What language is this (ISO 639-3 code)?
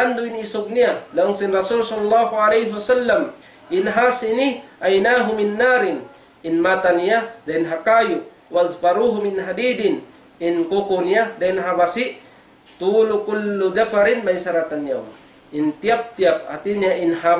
tsg